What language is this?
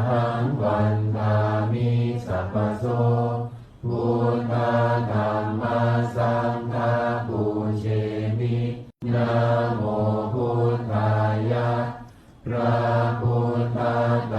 Pali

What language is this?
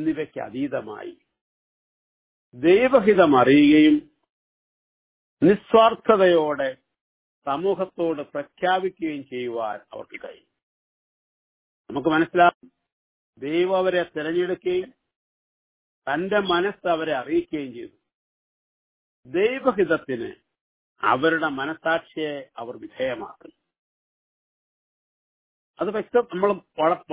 Malayalam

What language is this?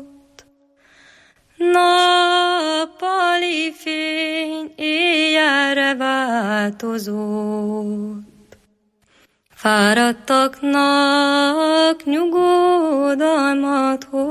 Hungarian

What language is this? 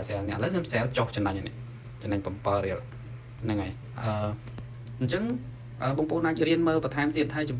Khmer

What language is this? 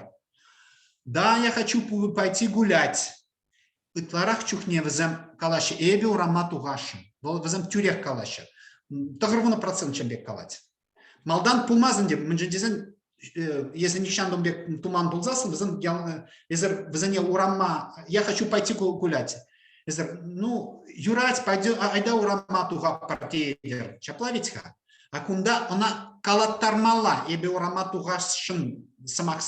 Chuvash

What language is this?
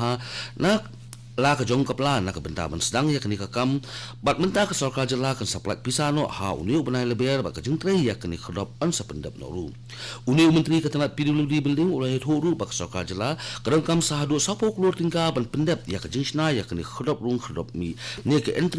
Khasi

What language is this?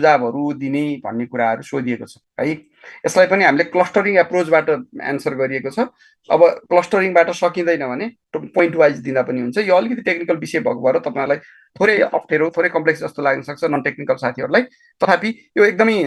Nepali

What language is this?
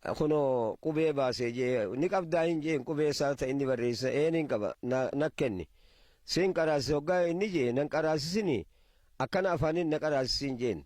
Oromo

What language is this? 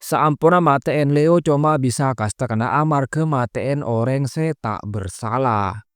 Madurese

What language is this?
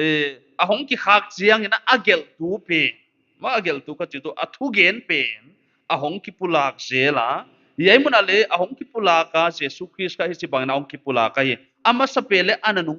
Paite Chin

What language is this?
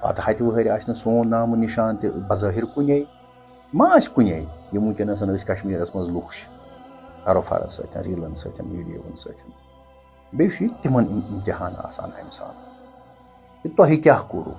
Kashmiri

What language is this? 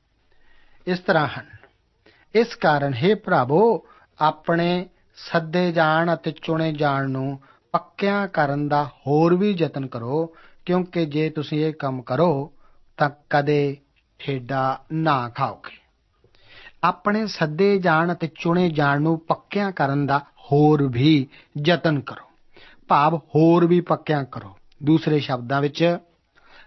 Punjabi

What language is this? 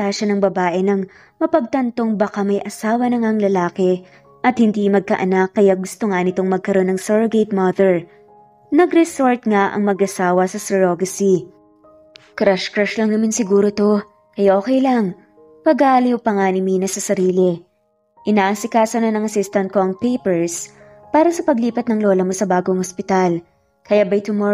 Filipino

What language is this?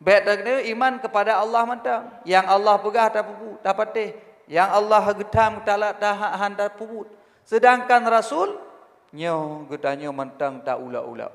Achinese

